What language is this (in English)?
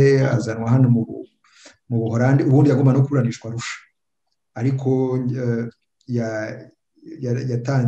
Kinyarwanda